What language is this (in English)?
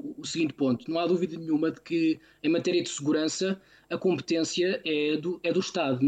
Portuguese